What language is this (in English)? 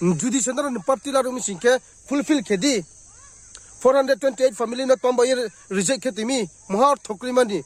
Riang (India)